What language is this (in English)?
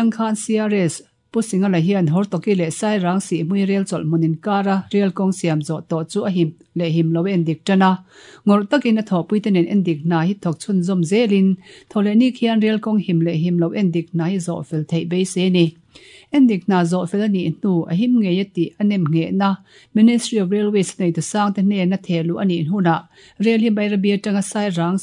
Mizo